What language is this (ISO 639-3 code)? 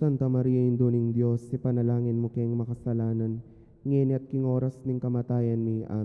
pam